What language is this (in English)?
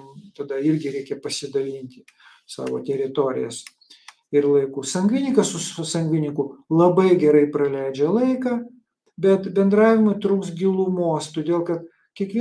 Lithuanian